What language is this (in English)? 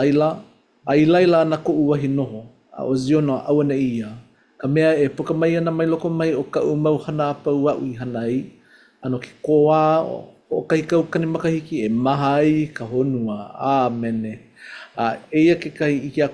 Hawaiian